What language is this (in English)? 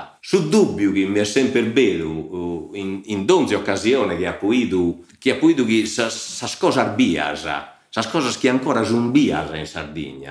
Sardinian